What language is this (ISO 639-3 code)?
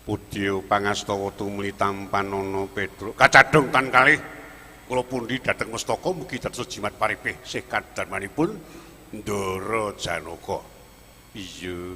jav